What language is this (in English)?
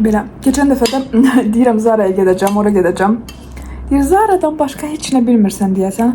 Azerbaijani